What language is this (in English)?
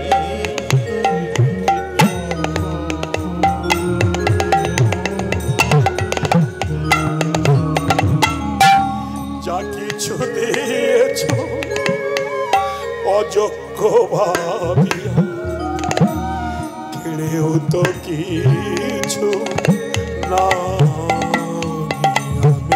Bangla